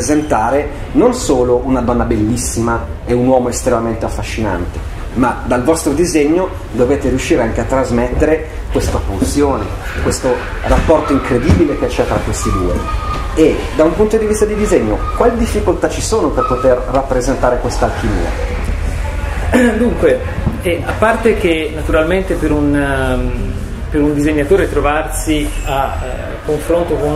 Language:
Italian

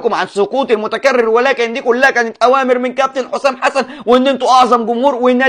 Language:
Egyptian Arabic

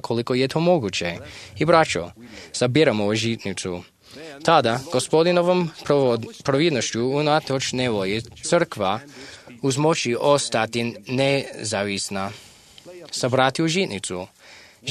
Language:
Croatian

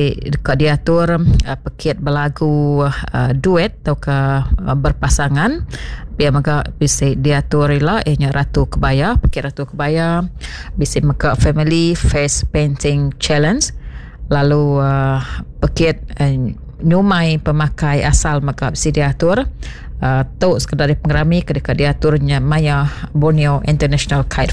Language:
Iban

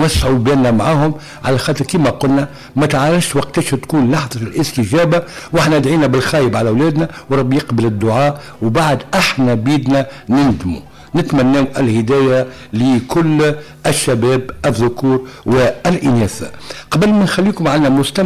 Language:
Tunisian Arabic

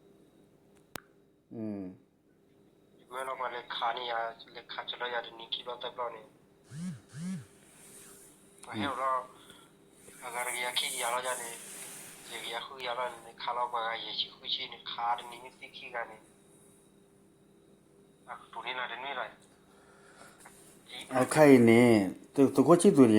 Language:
S'gaw Karen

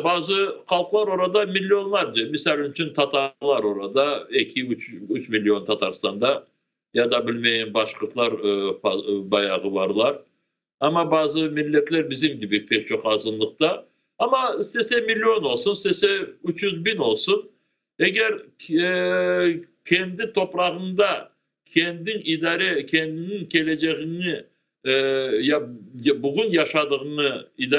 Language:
Crimean Tatar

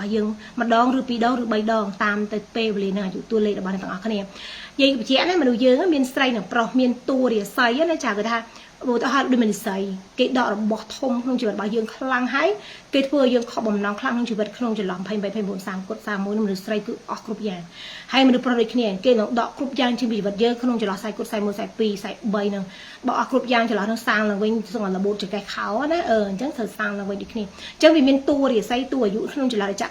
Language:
Khmer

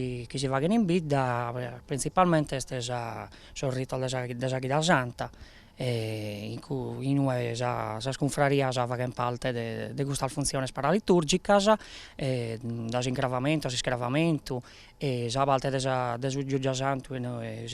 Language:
Sardinian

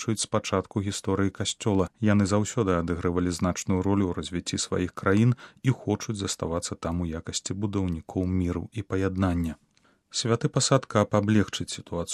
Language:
Belarusian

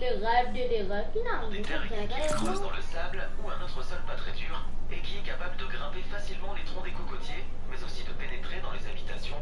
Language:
Morisyen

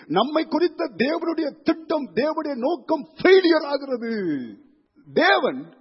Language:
Tamil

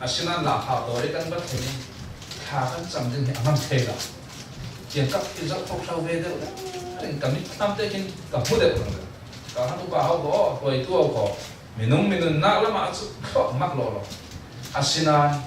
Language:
Falam Chin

